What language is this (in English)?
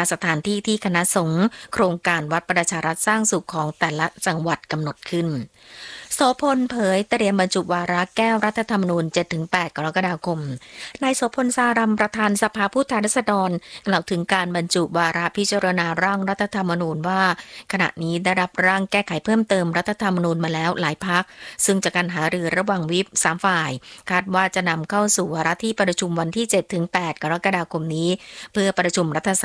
Thai